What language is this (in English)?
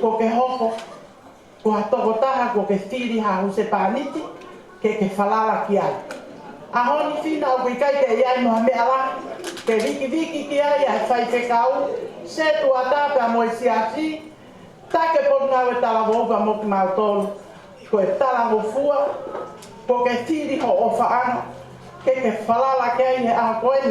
Tongan